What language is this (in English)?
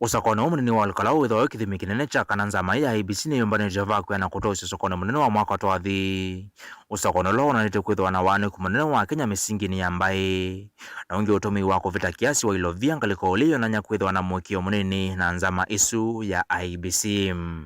Kamba